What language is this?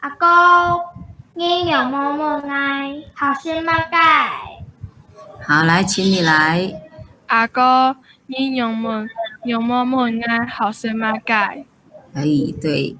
Hakka Chinese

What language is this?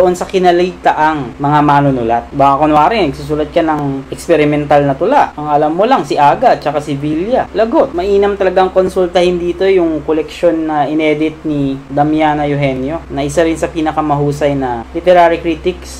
Filipino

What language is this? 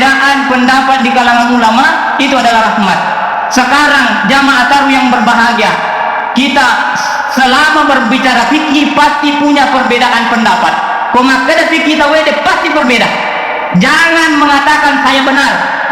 Buginese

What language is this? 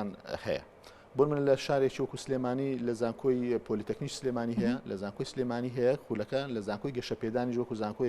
Central Kurdish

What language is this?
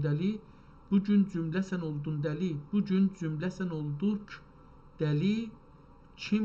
South Azerbaijani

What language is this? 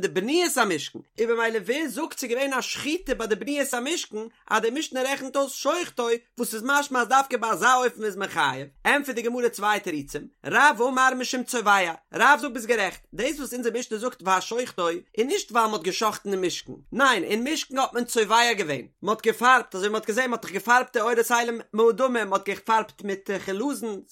Yiddish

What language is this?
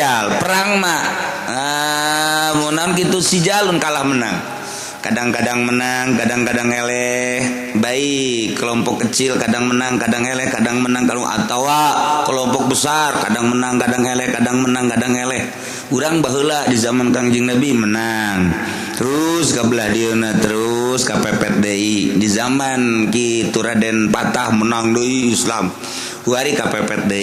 Sundanese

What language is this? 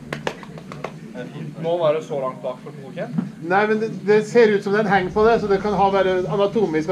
Norwegian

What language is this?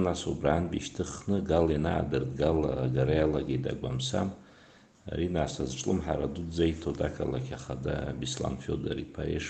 Abkhazian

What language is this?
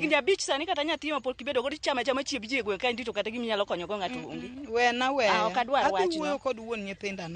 Luo (Kenya and Tanzania)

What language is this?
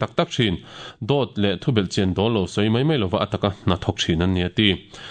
Mizo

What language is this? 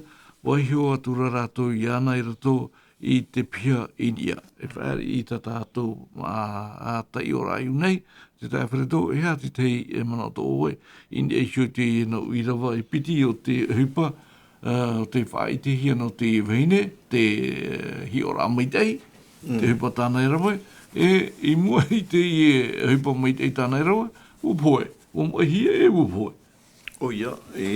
Tahitian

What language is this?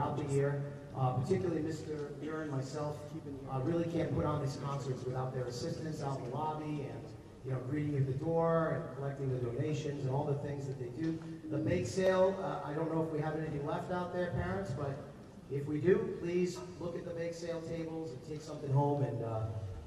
English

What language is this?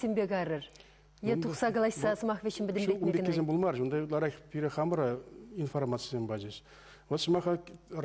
Chuvash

